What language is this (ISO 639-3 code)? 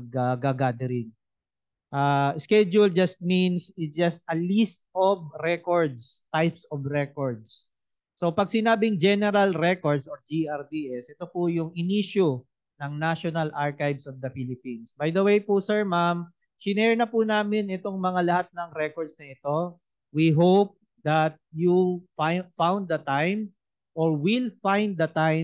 fil